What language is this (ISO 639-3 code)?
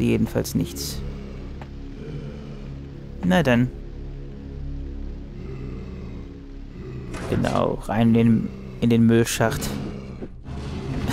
deu